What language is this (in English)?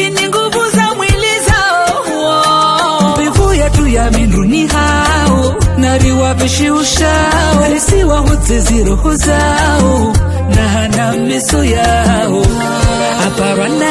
Swahili